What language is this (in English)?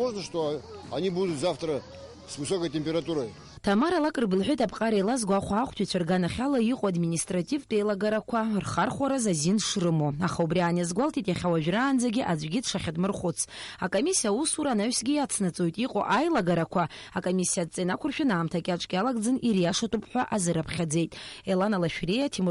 Abkhazian